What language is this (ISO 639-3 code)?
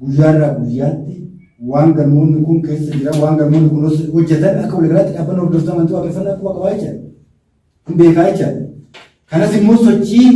orm